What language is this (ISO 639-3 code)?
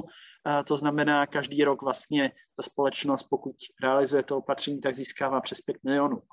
ces